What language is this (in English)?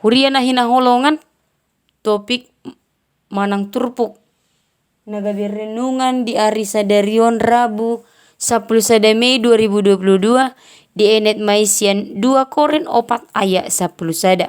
Batak Toba